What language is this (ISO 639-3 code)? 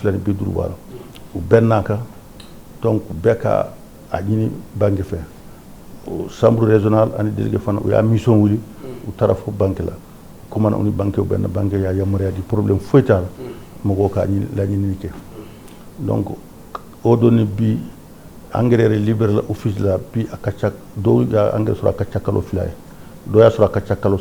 bam